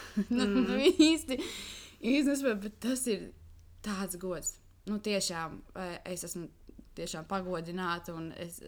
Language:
Latvian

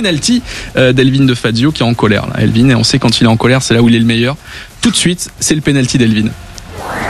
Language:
French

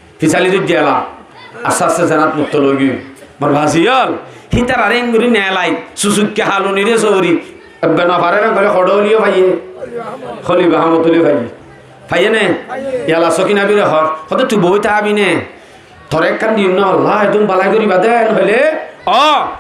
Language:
Rohingya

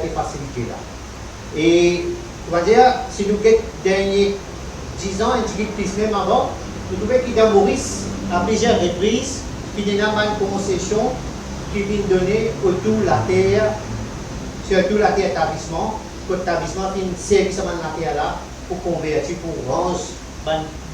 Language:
Morisyen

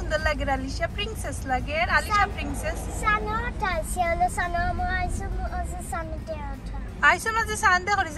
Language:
Sylheti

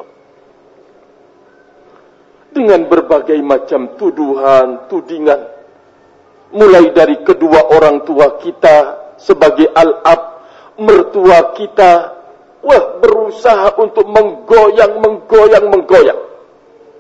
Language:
Indonesian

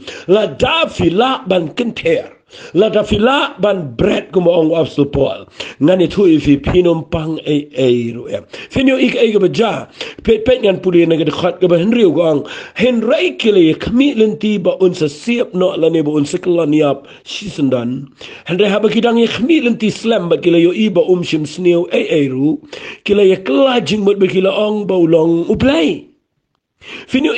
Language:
Khasi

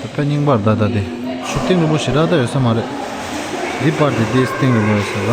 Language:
Tibetan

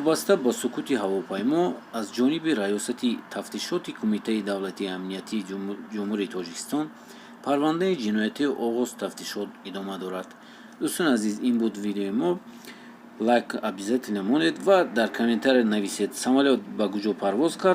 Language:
Tajik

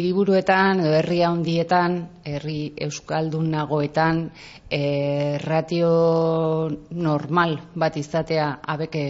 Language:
Basque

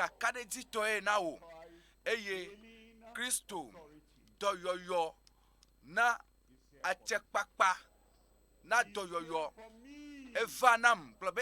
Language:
Ewe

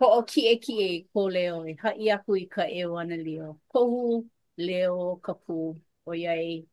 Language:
Hawaiian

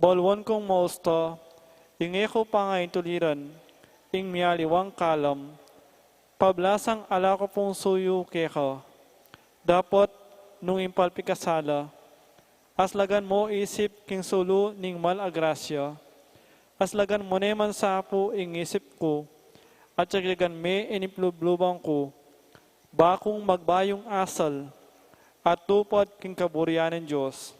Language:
Pampanga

